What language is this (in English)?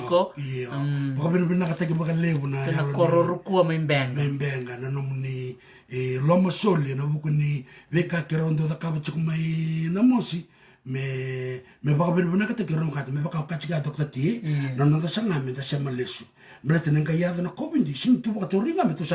Fijian